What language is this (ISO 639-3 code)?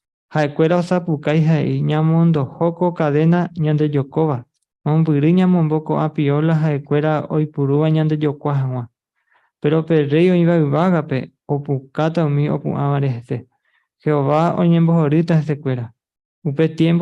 grn